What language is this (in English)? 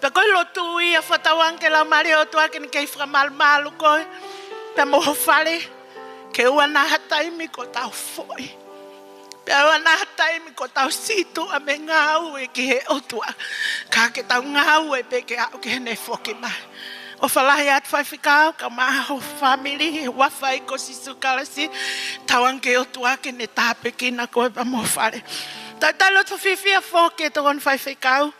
Tongan